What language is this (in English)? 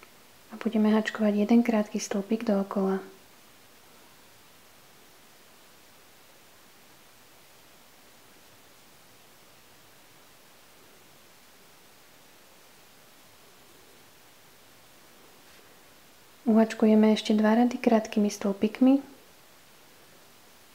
Slovak